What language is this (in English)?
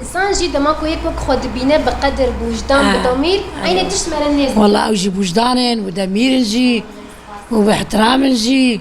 Kurdish